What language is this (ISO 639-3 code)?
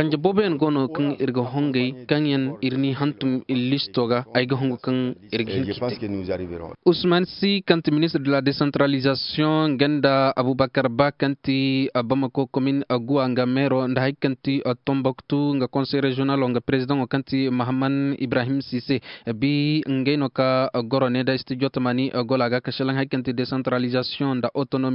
ses